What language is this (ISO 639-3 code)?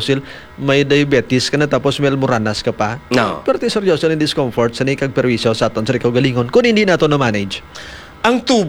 hil